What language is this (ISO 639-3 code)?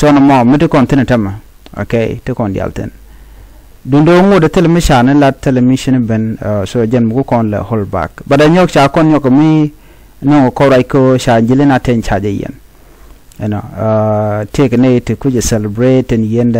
nus